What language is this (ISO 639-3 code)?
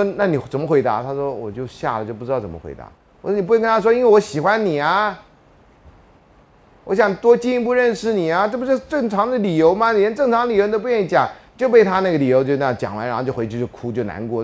zho